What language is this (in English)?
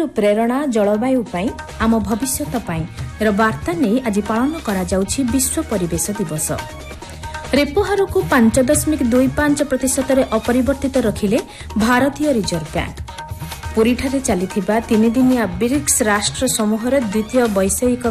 Odia